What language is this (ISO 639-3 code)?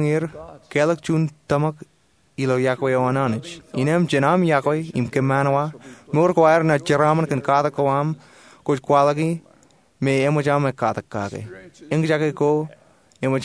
mah